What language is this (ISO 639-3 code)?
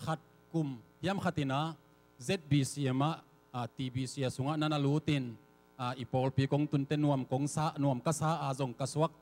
ctd